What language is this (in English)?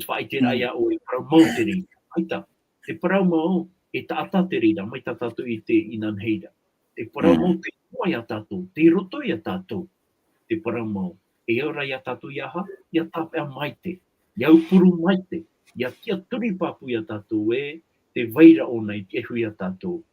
Tahitian